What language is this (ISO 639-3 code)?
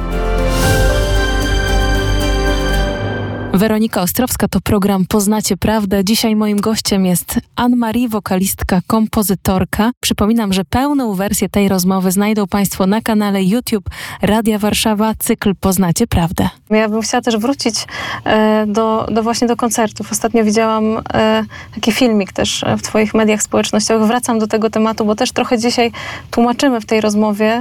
pol